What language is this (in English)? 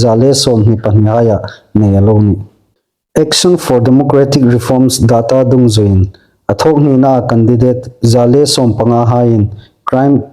Hmar